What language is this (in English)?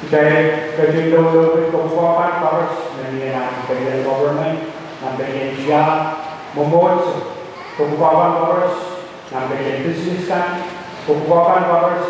Pohnpeian